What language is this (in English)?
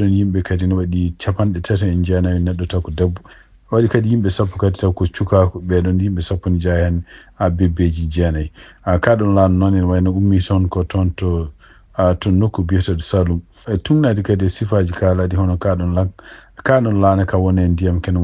Fula